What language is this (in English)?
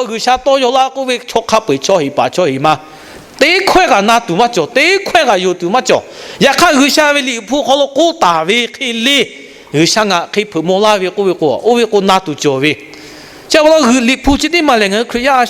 Lahu